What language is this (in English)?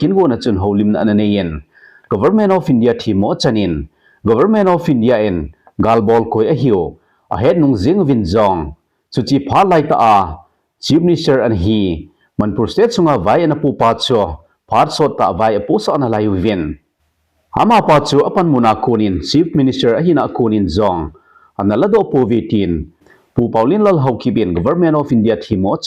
Thado Chin